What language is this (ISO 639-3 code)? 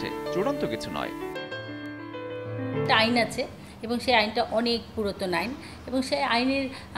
ben